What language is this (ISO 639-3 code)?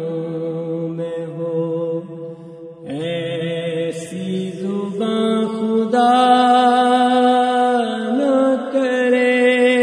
urd